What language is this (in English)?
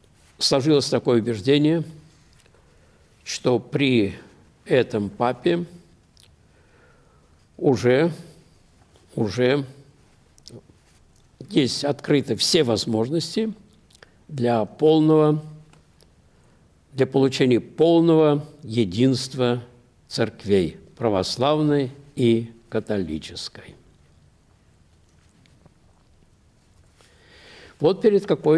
Russian